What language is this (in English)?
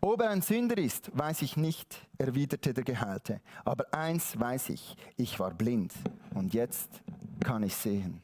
Swiss German